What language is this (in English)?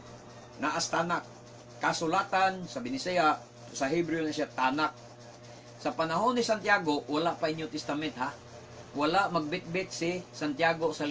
Cebuano